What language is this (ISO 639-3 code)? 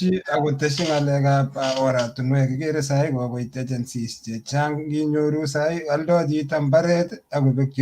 kln